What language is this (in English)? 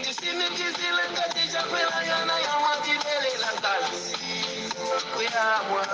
Nyanja